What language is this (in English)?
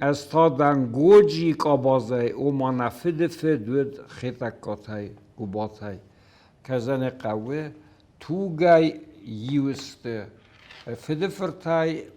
Ossetic